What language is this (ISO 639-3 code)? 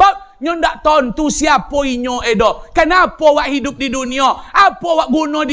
min